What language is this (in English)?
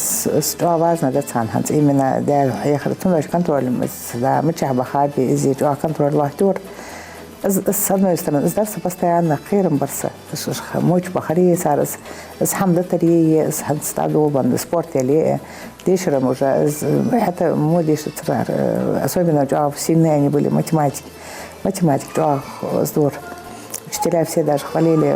Ingush